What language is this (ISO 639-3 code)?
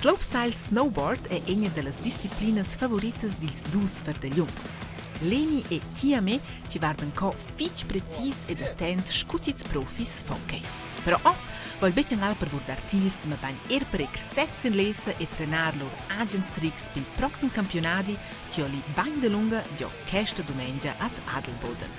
roh